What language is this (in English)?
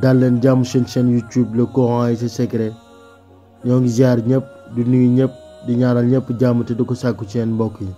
Wolof